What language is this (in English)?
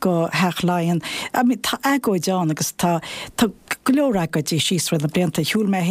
Irish